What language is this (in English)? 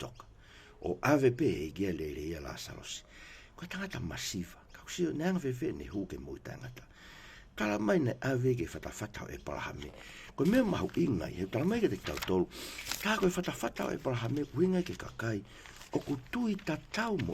Tongan